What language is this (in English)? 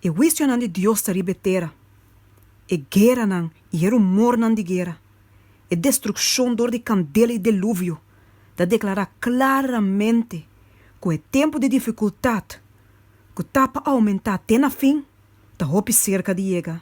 Papiamento